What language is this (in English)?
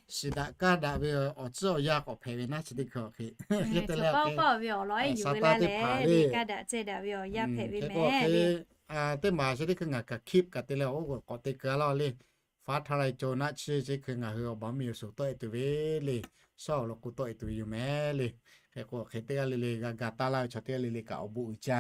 Lahu